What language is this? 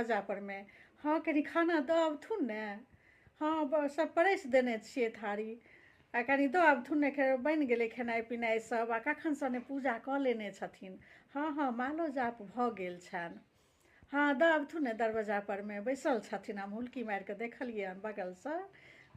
Maithili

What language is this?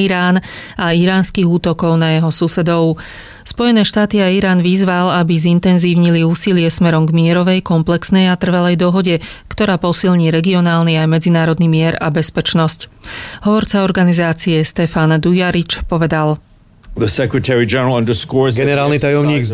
Slovak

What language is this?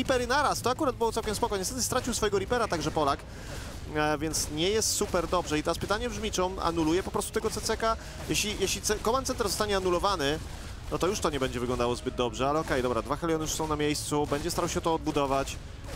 Polish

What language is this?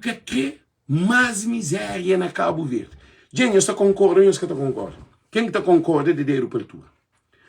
Kabuverdianu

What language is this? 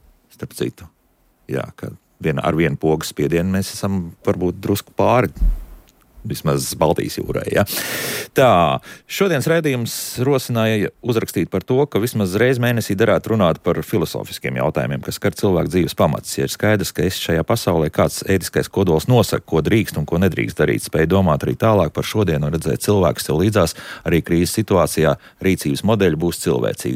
Latvian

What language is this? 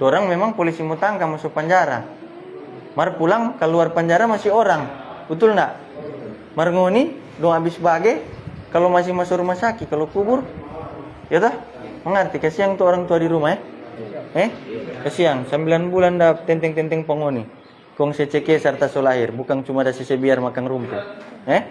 Manado Malay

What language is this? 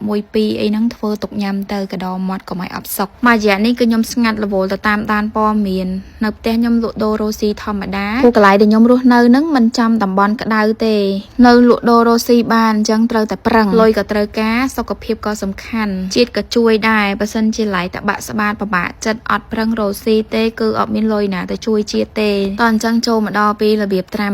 Khmer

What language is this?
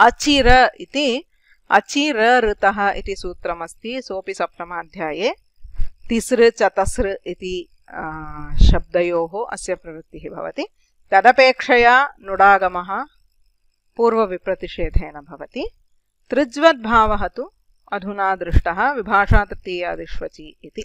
Sanskrit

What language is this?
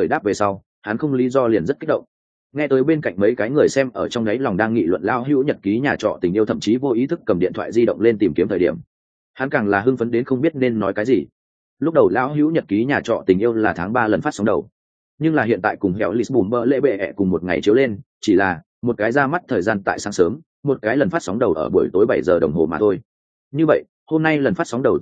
Vietnamese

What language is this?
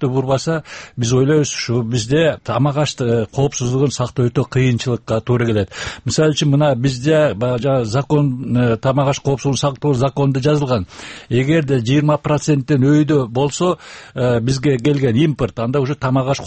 Kyrgyz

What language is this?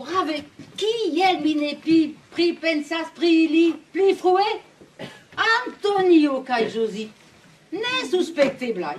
Esperanto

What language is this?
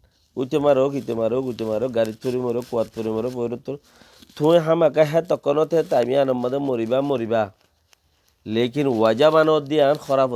Rohingya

